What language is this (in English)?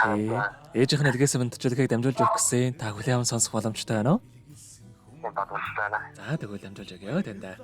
Mongolian